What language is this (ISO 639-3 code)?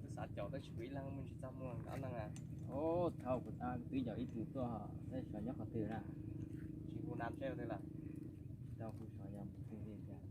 hmn